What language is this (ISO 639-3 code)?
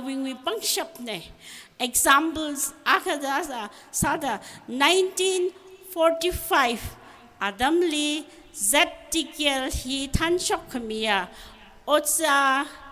nmf